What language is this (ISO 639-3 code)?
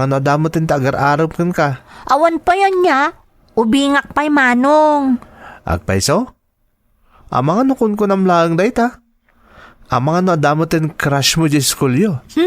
ilo